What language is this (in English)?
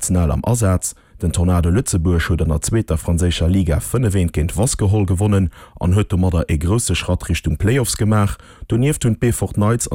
Luxembourgish